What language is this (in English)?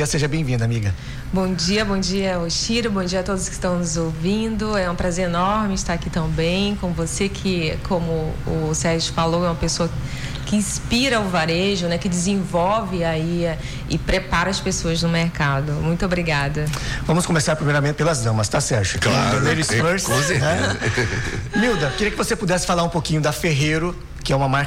Portuguese